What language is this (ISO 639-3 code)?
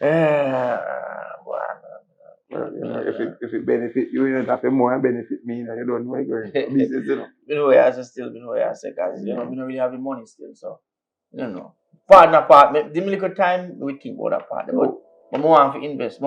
jam